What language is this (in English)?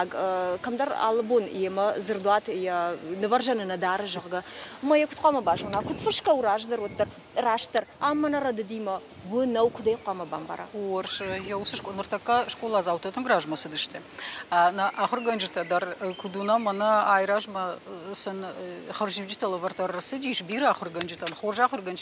Ossetic